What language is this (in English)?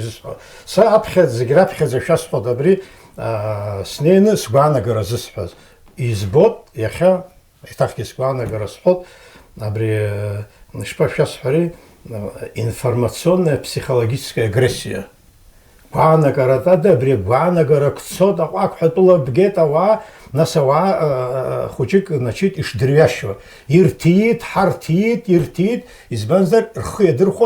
Abkhazian